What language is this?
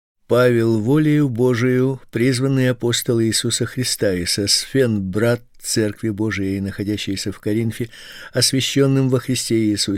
Russian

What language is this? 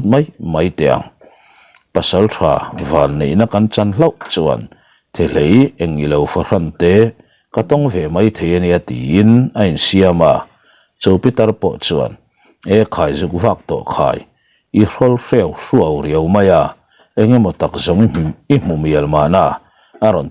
Mizo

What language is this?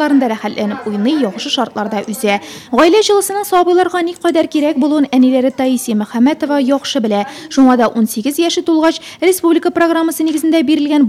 Tatar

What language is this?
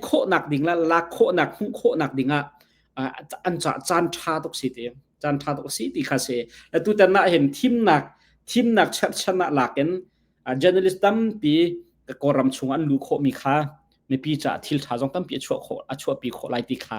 Hakha Chin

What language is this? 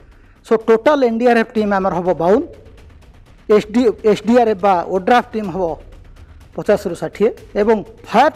Odia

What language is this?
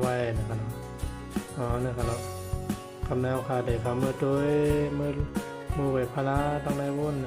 Shan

